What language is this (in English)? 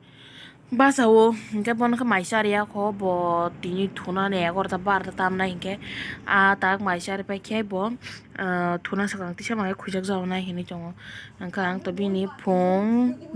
Kok Borok